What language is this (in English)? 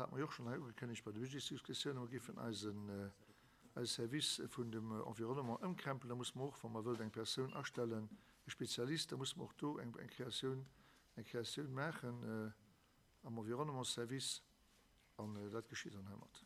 Luxembourgish